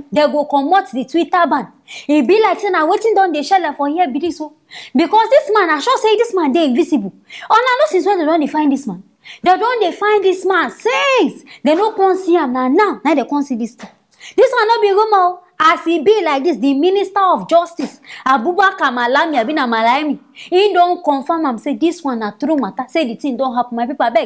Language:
Nigerian Pidgin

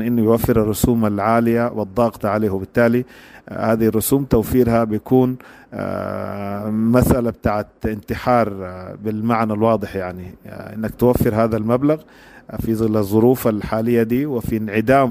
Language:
Sudanese Arabic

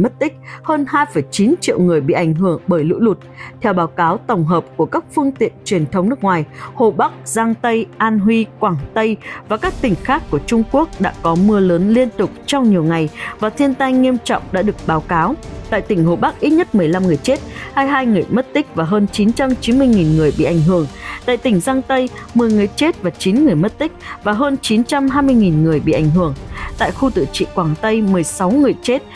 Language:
Vietnamese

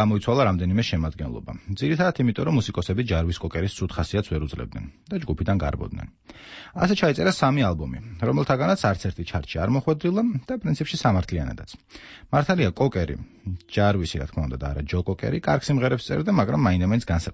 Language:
Georgian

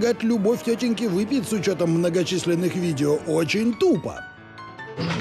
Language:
Russian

